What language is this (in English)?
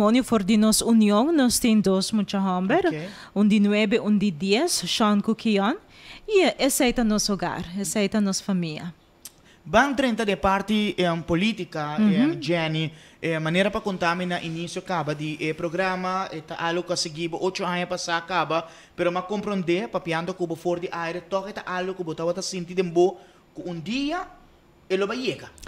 Papiamento